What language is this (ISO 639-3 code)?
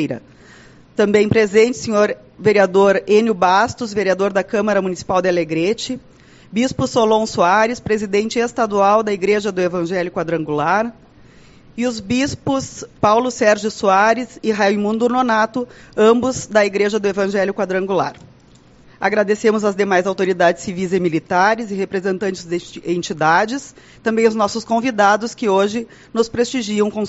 por